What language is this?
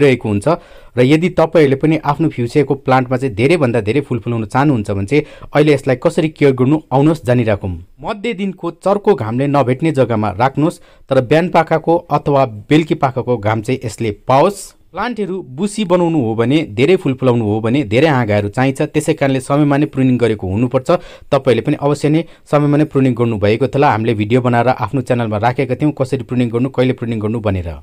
Nepali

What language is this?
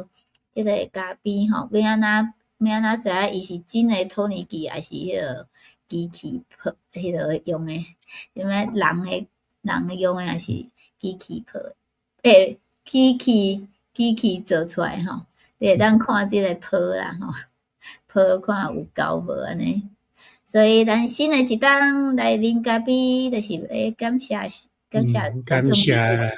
Min Nan Chinese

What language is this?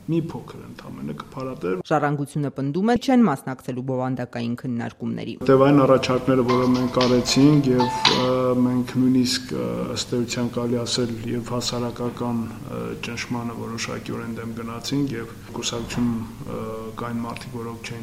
Armenian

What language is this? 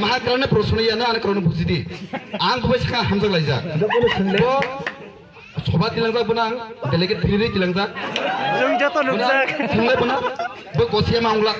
Kok Borok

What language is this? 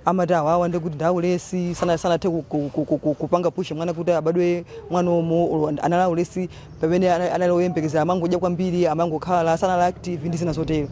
Nyanja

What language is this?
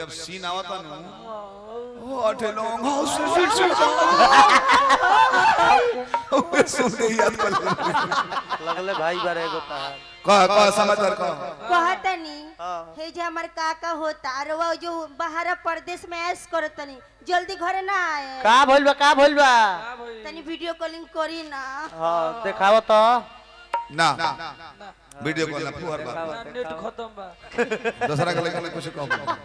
Bhojpuri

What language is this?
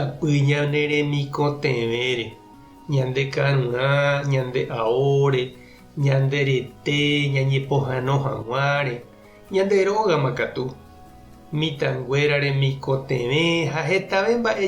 Guarani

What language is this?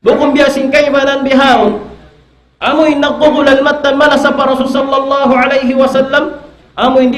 Tausug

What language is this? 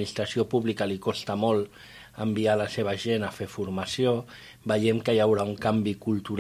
Catalan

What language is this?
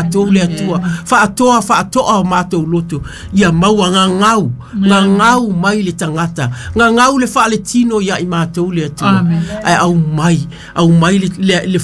Samoan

